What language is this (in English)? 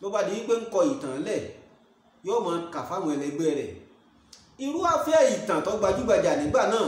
Yoruba